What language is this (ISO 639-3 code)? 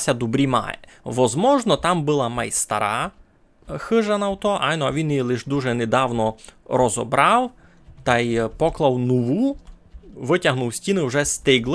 rue